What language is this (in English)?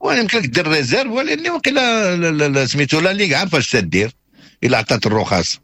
Moroccan Arabic